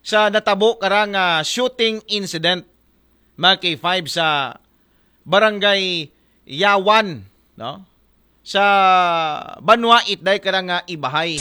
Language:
Aklanon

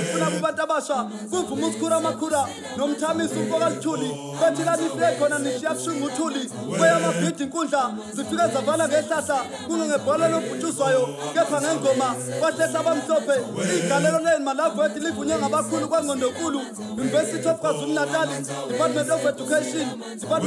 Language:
Zulu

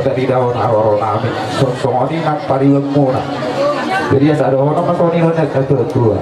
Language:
Batak Toba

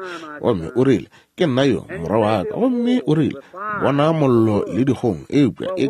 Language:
Northern Sotho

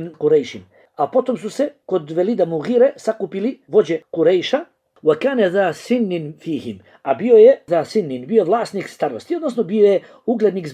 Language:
Bosnian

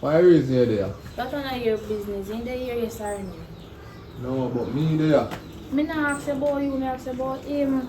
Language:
Jamaican Creole English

